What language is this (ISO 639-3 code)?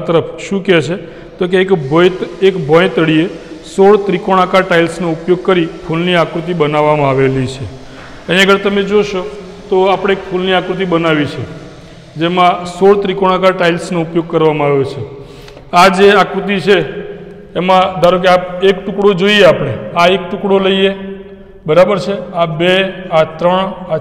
guj